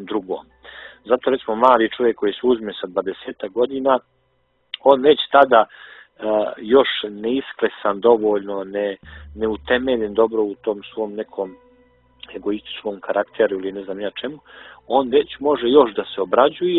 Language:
Bosnian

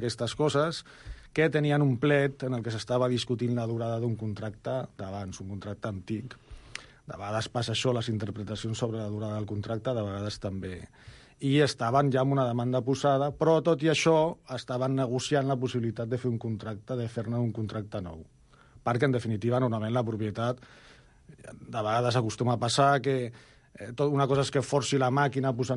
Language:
Catalan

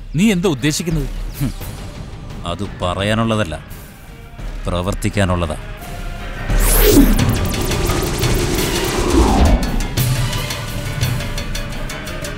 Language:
Malayalam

